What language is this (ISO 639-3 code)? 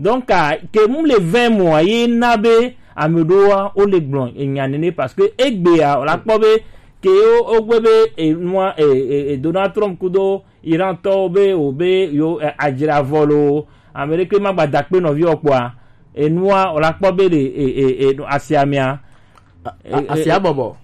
gej